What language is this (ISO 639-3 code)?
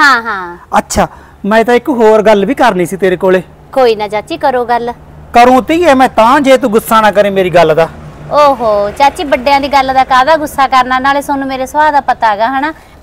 pan